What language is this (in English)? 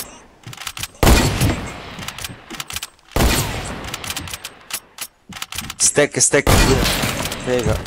Dutch